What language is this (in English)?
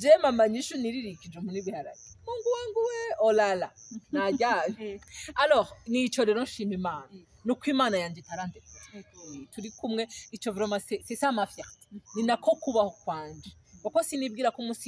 Rundi